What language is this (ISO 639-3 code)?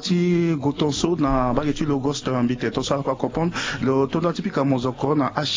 sag